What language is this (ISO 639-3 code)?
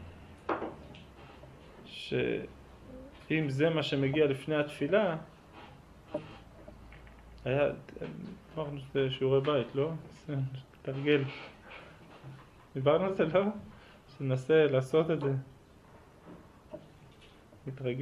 heb